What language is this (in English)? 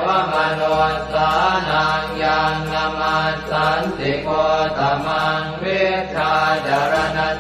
Pali